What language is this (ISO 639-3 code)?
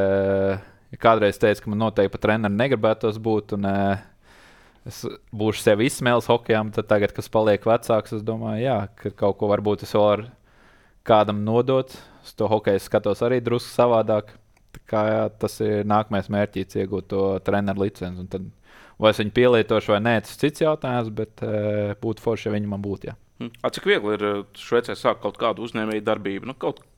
lav